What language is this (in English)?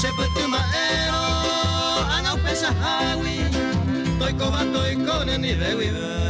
Guarani